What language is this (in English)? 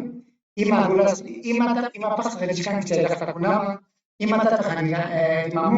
Ayacucho Quechua